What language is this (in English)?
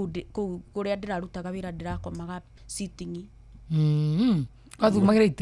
Kikuyu